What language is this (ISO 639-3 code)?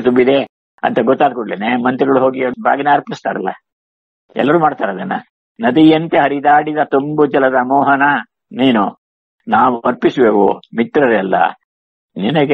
kan